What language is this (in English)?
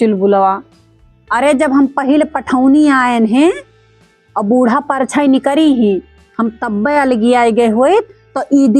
Awadhi